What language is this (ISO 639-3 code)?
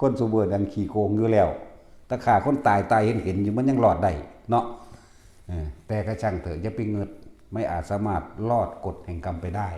tts